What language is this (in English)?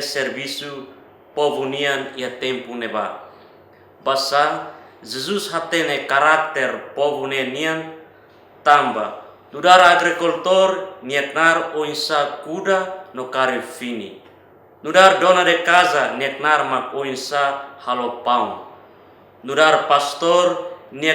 Tetum